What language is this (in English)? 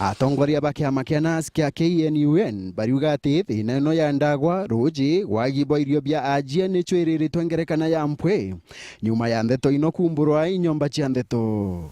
Meru